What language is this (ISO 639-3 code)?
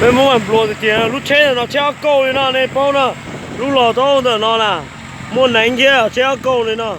hmn